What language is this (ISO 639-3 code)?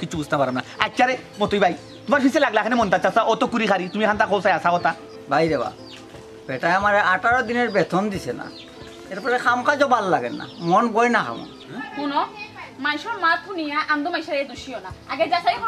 syl